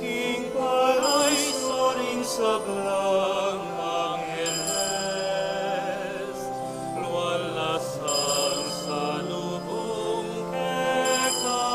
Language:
Pampanga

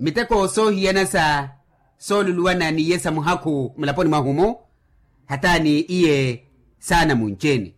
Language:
Makhuwa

